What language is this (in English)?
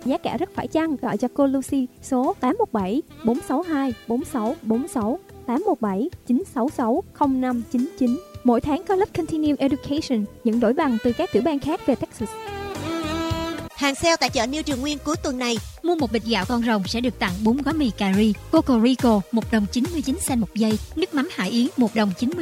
Vietnamese